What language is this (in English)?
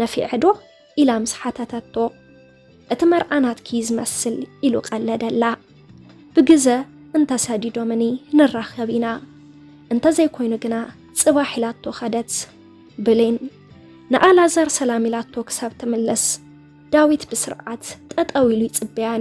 Tigrinya